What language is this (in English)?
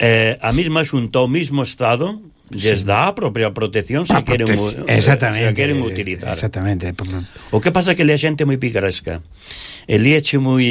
Galician